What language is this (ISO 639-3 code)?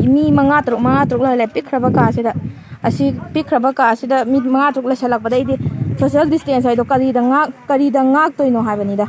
mni